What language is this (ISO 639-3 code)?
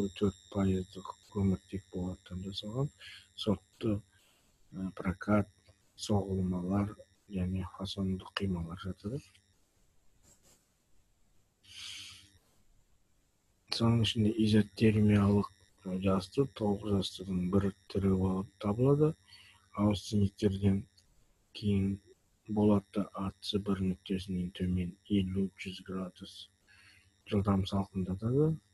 kaz